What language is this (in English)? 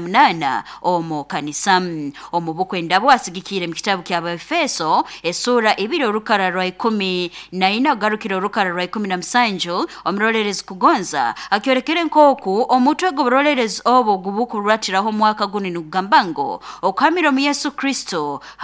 Nyoro